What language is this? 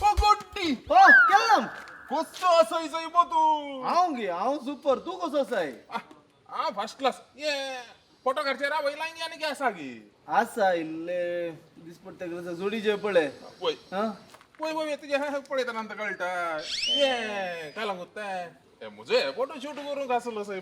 Konkani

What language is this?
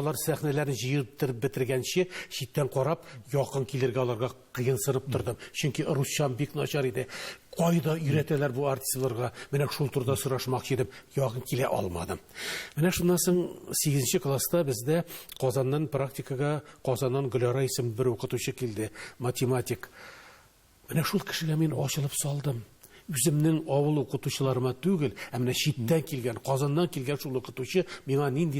Tatar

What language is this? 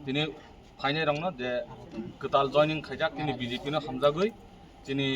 Kok Borok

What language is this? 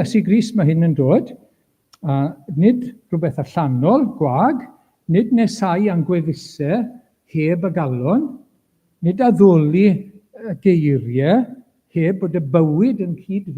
Welsh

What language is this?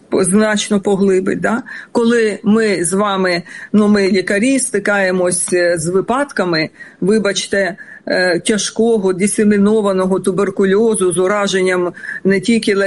Ukrainian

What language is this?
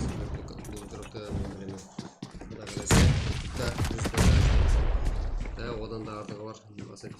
Kara-Kalpak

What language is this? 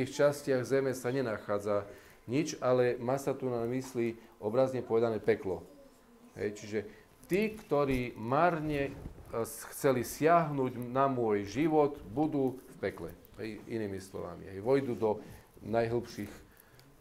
Slovak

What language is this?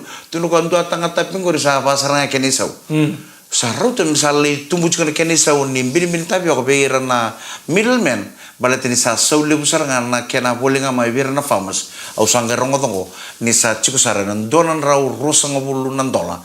Fijian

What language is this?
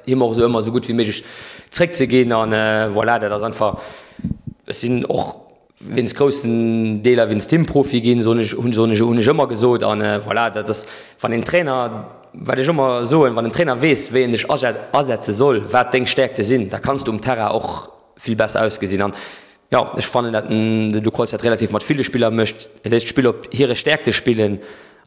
Luxembourgish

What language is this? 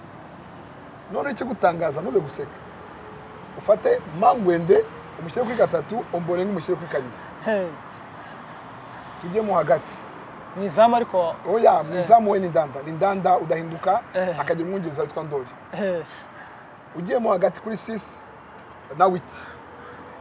Kinyarwanda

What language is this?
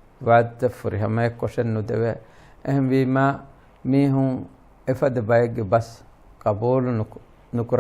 Divehi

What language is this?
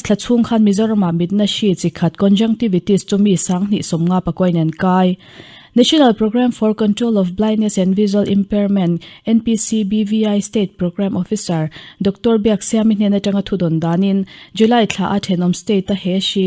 Mizo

